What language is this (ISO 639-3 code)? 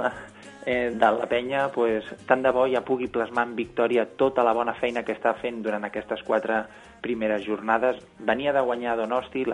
cat